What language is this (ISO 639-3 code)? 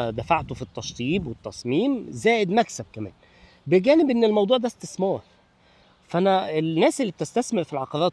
arz